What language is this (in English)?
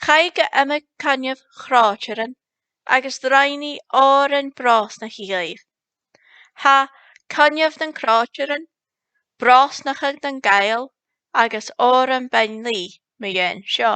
Scottish Gaelic